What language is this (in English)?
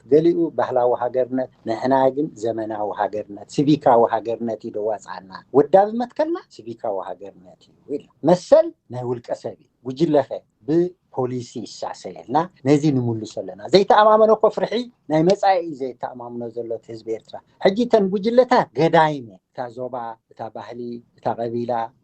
Tigrinya